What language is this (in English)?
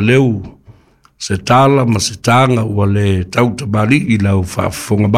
Samoan